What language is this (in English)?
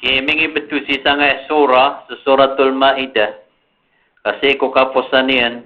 Maranao